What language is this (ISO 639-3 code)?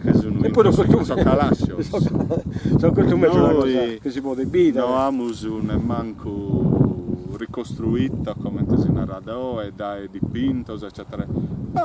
srd